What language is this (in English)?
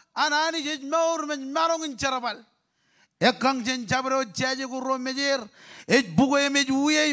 Marshallese